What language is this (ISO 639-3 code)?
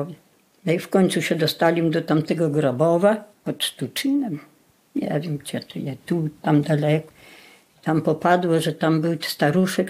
pol